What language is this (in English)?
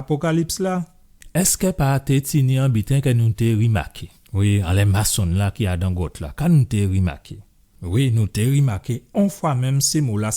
Guadeloupean Creole French